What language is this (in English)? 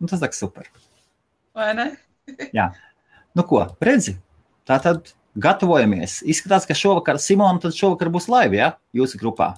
Latvian